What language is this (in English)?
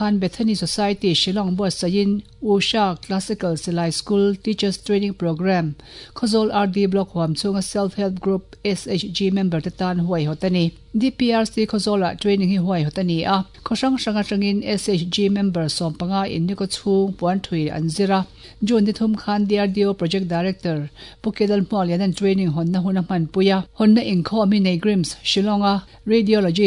Mizo